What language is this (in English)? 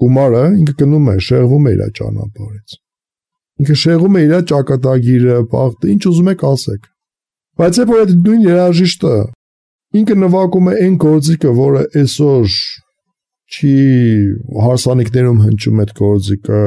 Armenian